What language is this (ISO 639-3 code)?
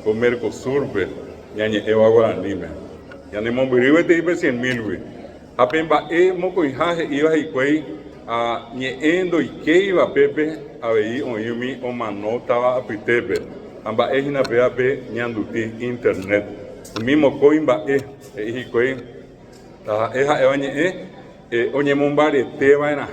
grn